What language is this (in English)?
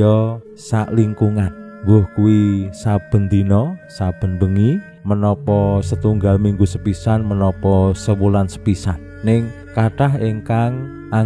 Javanese